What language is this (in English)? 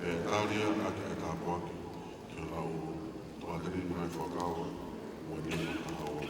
Tongan